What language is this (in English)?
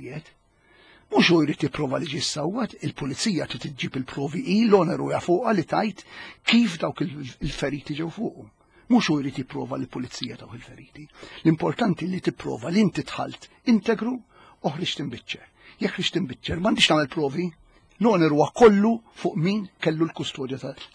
Maltese